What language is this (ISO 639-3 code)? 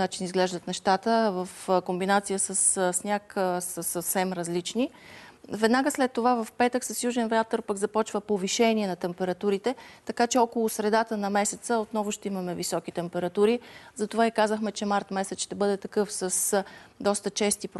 bul